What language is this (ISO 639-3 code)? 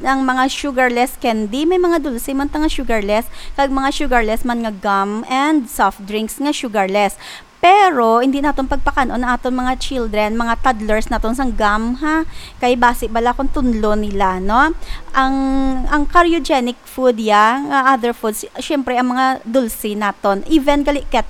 hil